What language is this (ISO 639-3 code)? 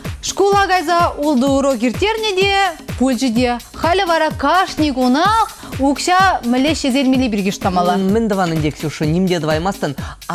chv